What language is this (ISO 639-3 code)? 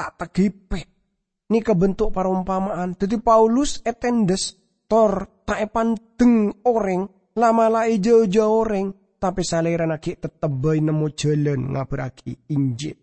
mad